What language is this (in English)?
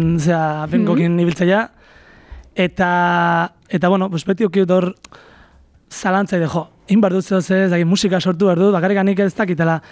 Basque